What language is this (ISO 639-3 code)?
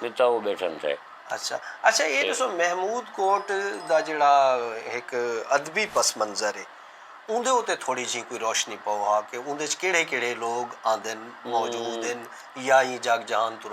skr